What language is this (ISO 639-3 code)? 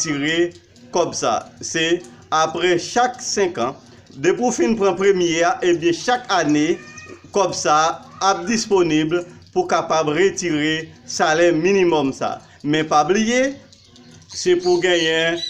hat